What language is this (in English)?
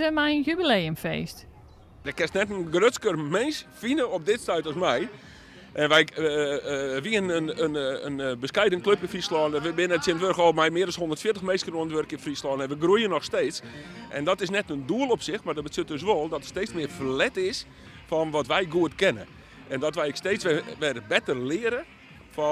Western Frisian